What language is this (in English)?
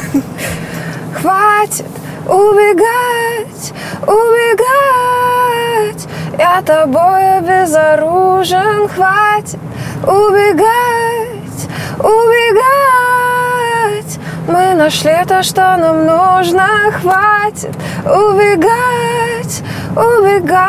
Russian